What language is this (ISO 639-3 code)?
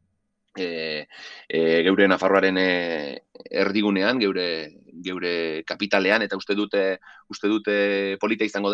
eus